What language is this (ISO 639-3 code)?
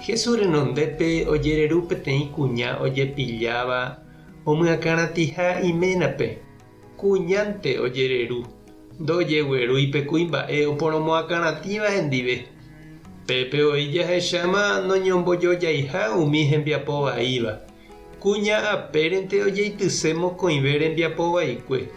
grn